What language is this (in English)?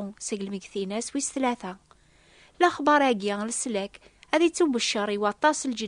Kabyle